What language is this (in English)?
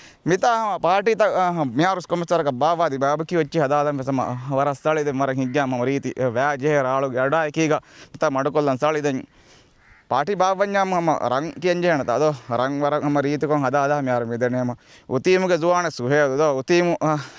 Divehi